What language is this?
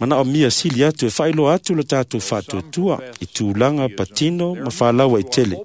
Samoan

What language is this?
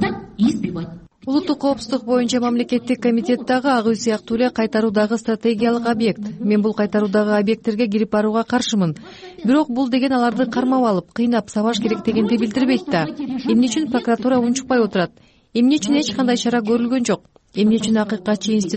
Kyrgyz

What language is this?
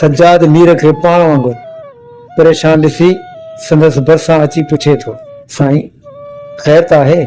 Sindhi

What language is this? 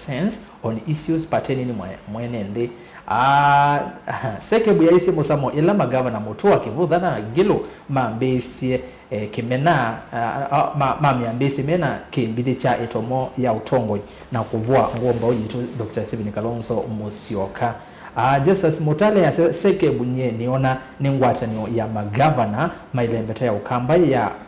Kamba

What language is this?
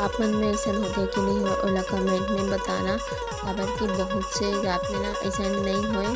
Chhattisgarhi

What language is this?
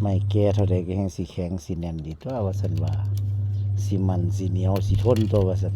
Northeastern Thai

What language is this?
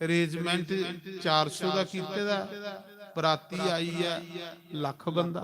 Dogri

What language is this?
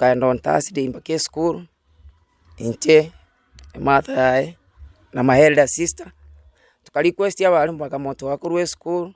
Gusii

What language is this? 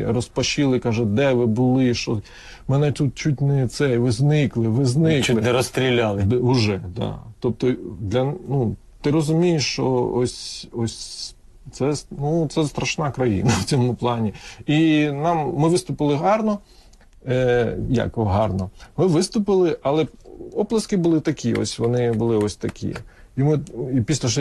Ukrainian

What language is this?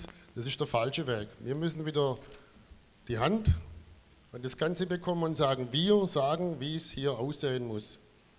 German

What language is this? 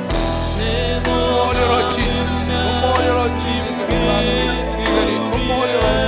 Marshallese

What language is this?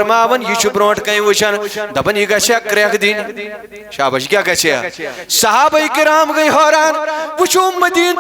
Kashmiri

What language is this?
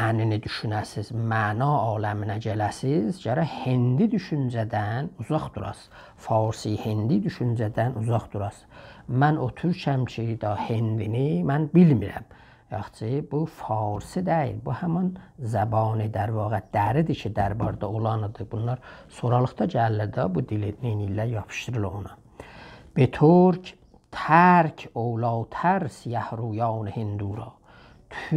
South Azerbaijani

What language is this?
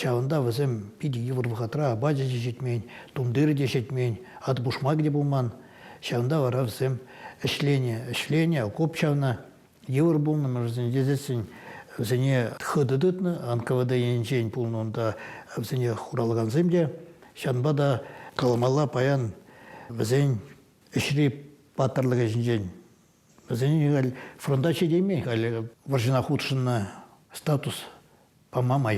Chuvash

